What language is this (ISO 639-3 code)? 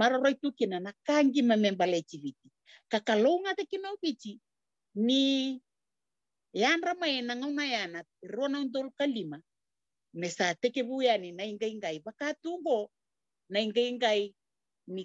fij